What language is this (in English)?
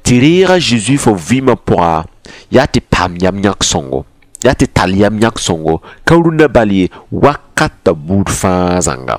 Mossi